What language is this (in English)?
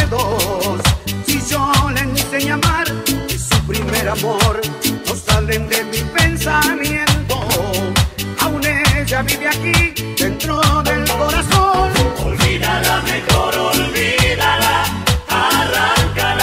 Spanish